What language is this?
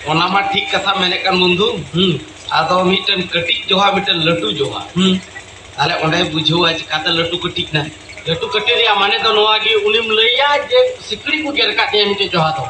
Santali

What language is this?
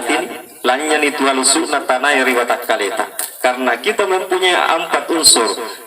Buginese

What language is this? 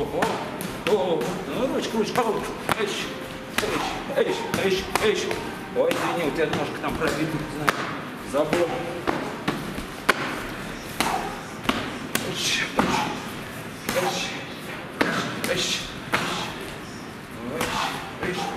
Russian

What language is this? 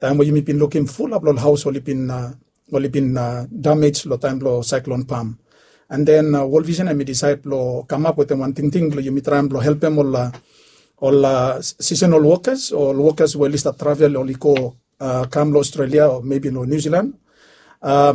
Bislama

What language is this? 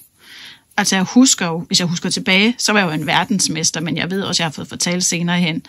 Danish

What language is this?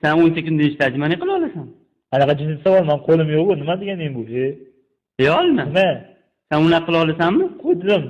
Uzbek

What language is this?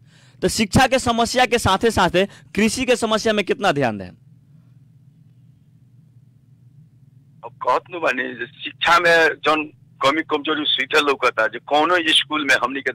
Bhojpuri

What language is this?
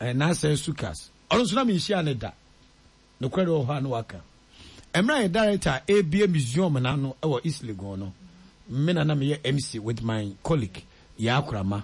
Akan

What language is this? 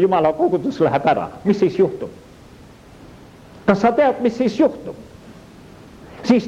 Estonian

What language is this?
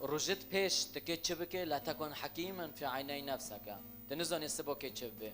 Kurdish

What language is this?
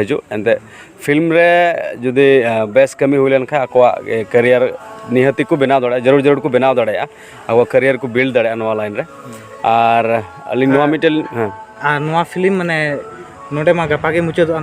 Santali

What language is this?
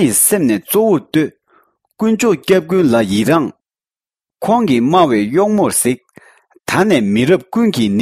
Tibetan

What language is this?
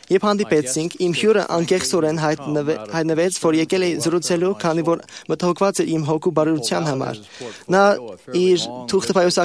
Armenian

